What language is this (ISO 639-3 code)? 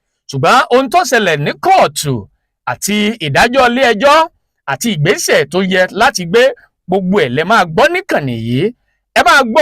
yor